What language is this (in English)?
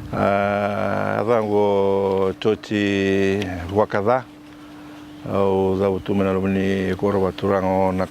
Fijian